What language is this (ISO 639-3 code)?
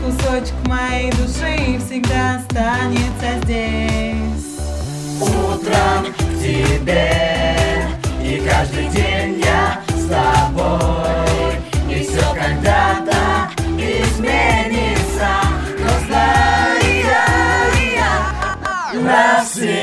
rus